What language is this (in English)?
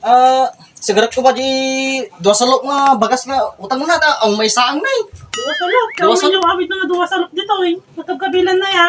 Iloko